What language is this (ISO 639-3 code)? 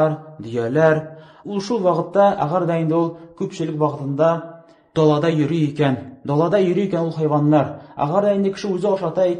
tat